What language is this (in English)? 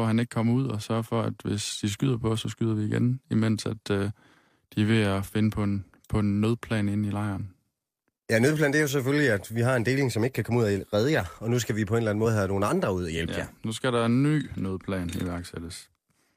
Danish